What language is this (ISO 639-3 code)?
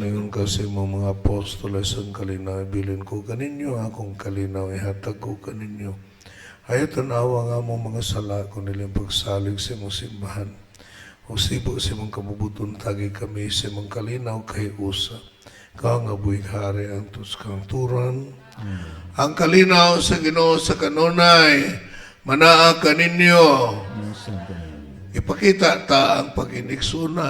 ceb